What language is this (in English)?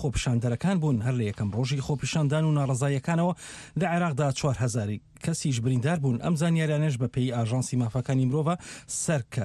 Central Kurdish